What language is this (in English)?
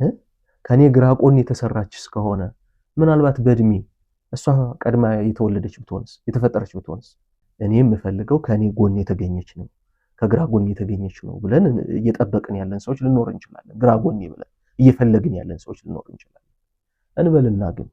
Amharic